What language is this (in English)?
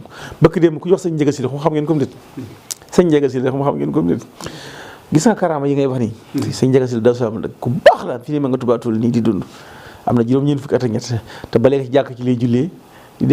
Wolof